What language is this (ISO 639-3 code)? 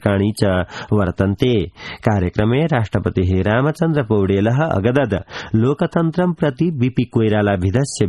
san